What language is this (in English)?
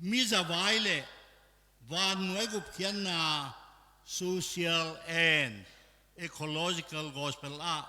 Tedim Chin